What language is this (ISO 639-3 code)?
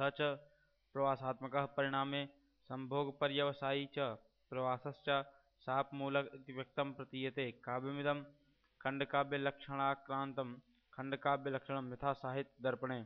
san